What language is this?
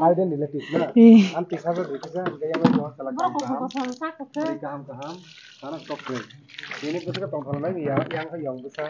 Kok Borok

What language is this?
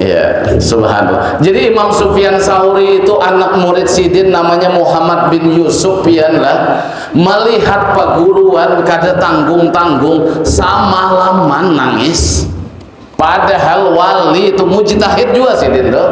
Banjar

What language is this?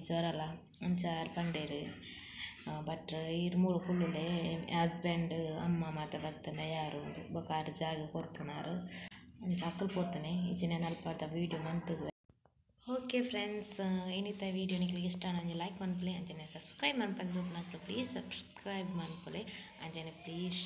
Tulu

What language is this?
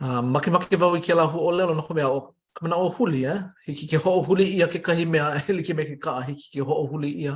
Hawaiian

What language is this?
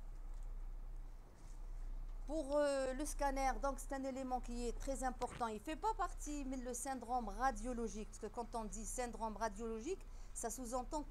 French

